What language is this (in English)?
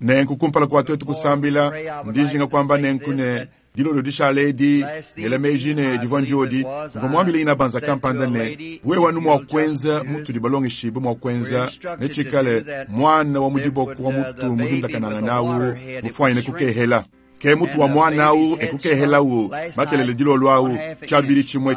Luba-Lulua